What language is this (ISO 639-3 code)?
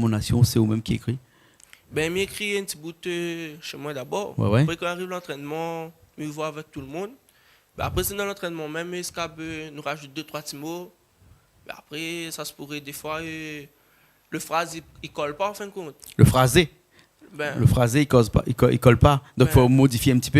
rcf